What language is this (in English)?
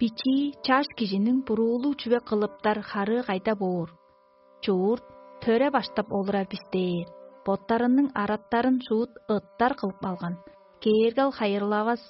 Tuvinian